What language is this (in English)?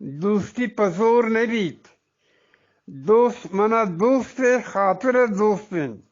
Eastern Balochi